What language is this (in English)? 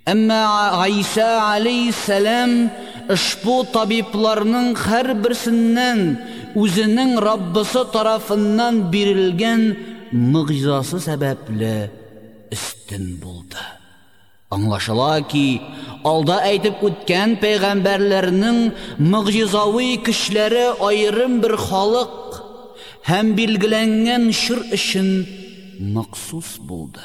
Tatar